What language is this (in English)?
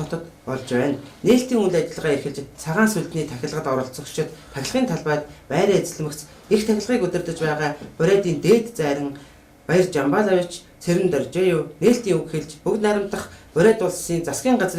Mongolian